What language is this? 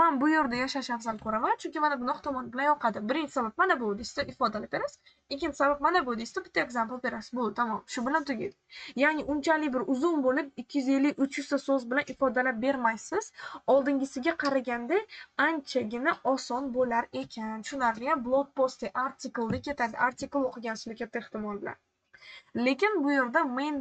Uzbek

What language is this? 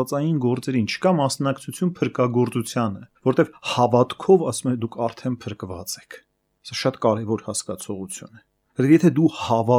Armenian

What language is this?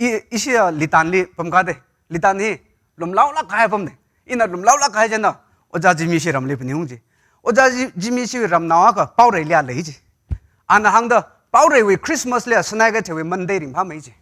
Tangkhul Naga (India)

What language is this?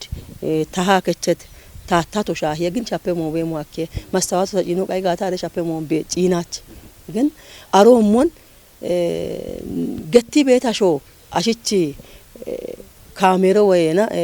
Kafa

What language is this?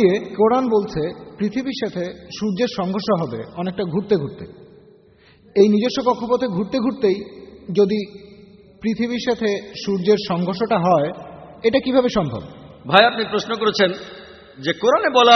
Bangla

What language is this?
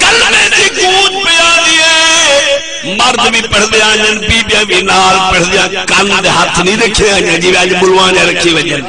Saraiki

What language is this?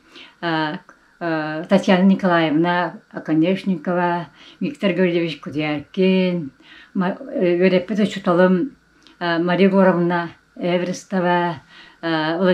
Yakut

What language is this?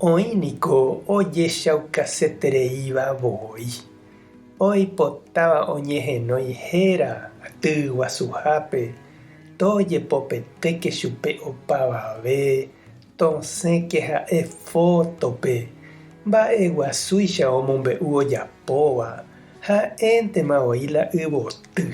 Guarani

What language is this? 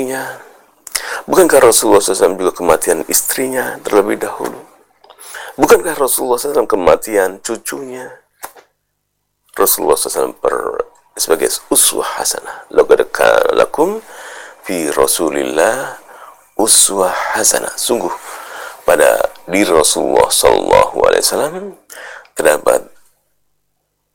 Indonesian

